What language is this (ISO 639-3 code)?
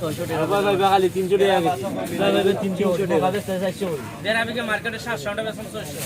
syl